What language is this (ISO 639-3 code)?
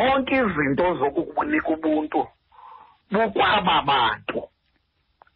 xho